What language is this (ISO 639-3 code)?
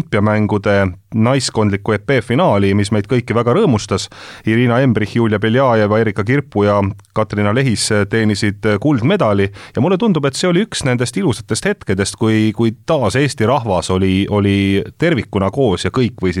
est